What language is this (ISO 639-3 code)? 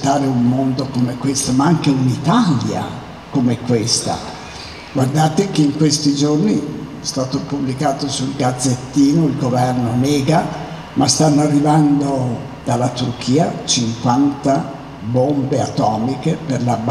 ita